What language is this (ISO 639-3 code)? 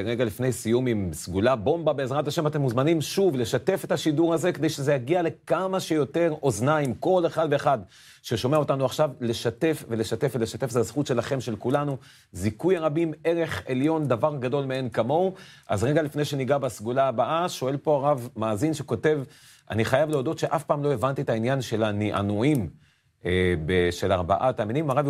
heb